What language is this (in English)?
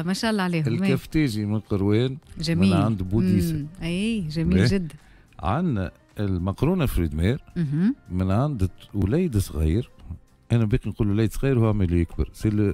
Tunisian Arabic